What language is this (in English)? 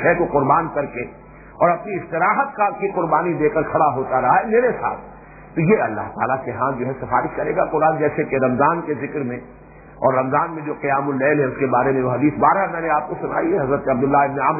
Urdu